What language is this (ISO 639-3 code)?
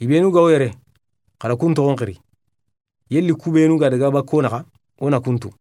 snk